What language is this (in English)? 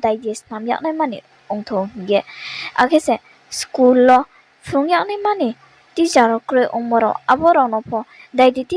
Riang (India)